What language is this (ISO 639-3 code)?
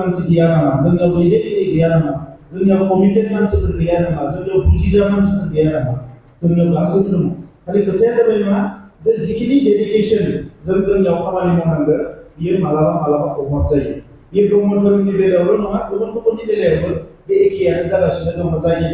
brx